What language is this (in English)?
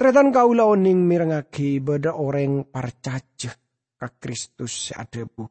Madurese